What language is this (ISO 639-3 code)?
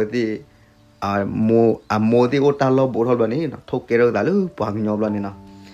ksw